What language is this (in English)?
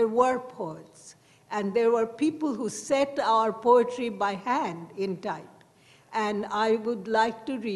English